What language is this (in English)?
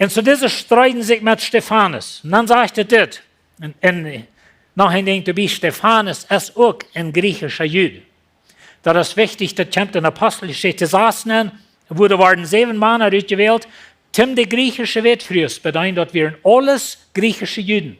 Plautdietsch